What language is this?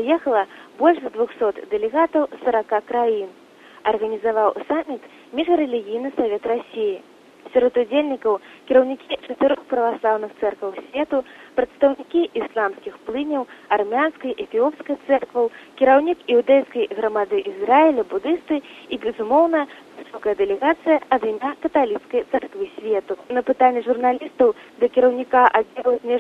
Belarusian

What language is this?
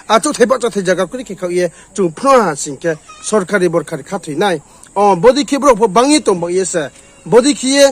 Riang (India)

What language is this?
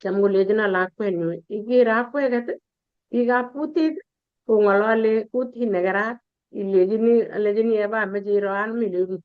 Kalenjin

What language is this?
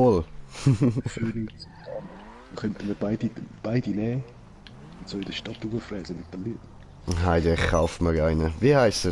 Swiss German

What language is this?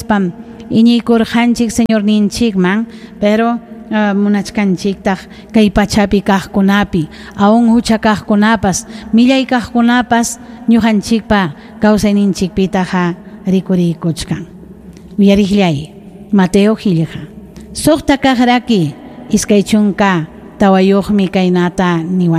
Ayacucho Quechua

